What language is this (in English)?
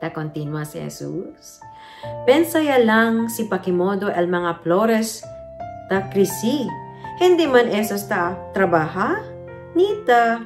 Chavacano